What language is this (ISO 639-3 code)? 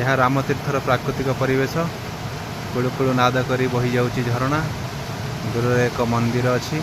ori